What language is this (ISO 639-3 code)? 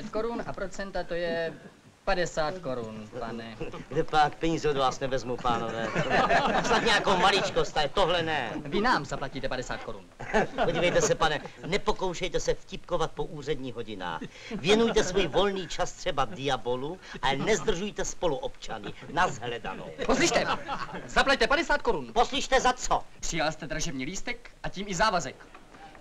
ces